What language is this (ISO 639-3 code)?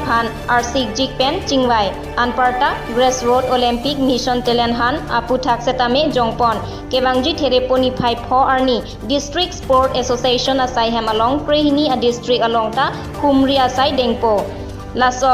mjw